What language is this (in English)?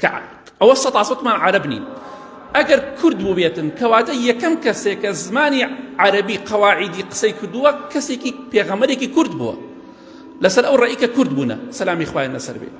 Central Kurdish